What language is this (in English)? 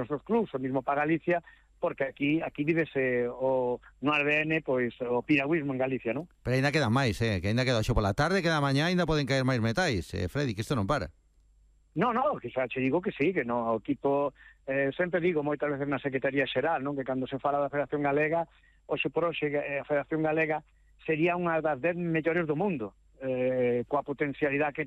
Galician